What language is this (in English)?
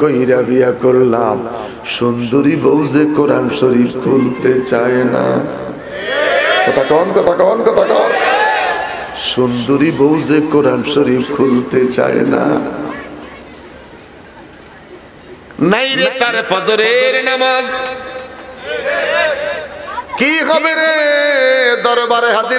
Bangla